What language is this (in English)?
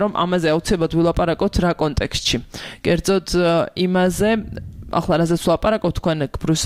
Georgian